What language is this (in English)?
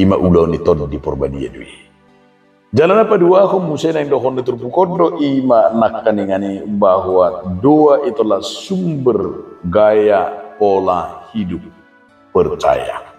Batak Toba